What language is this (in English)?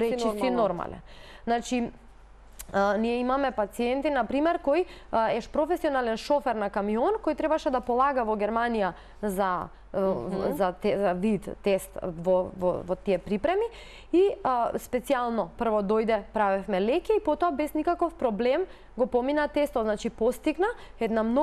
Macedonian